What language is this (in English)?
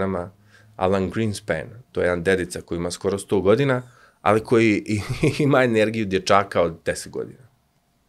Serbian